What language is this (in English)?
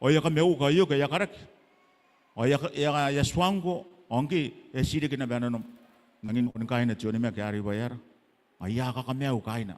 Gilbertese